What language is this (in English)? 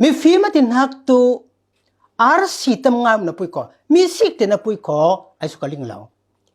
Falam Chin